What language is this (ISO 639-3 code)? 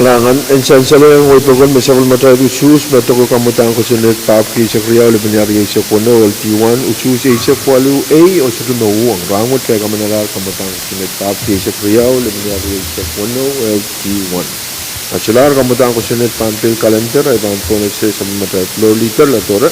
pon